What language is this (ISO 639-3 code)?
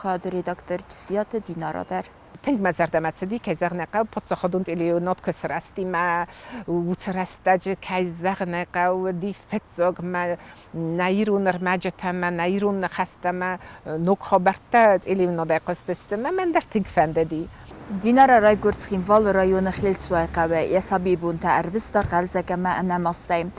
oss